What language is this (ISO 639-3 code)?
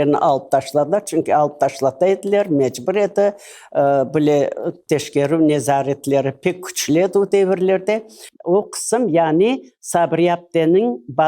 crh